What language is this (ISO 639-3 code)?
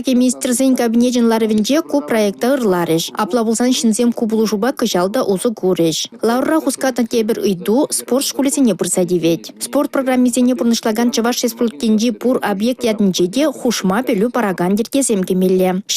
chv